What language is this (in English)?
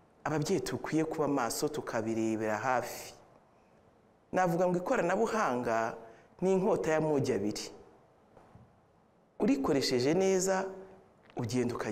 Kinyarwanda